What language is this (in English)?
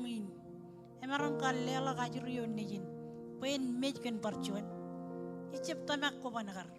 Marshallese